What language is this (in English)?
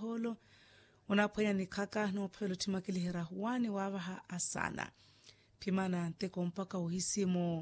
Makhuwa